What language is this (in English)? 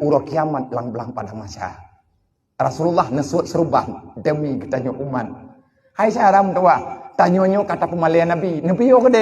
Achinese